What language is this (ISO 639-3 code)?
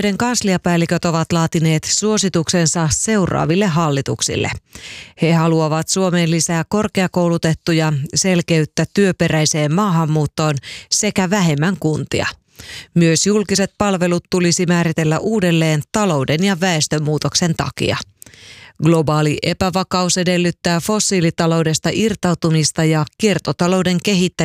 fin